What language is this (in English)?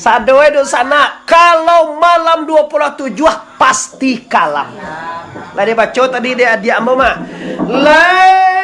Minangkabau